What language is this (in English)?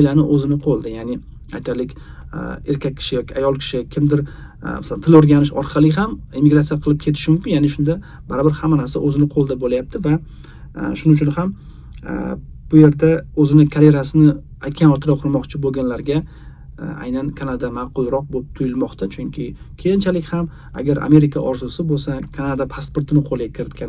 Uzbek